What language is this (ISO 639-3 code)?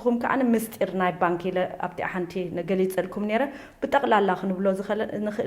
tir